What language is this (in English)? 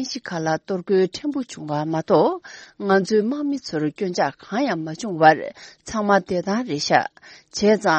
Tibetan